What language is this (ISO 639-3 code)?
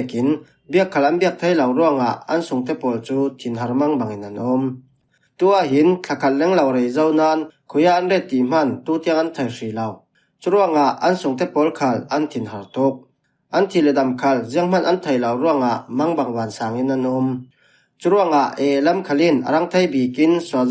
cfm